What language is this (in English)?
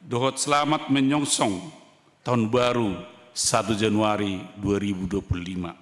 Batak Toba